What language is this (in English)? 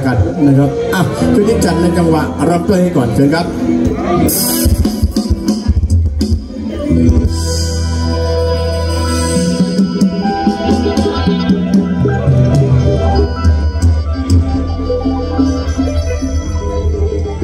Thai